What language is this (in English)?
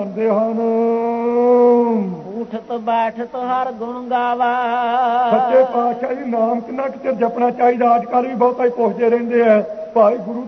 Punjabi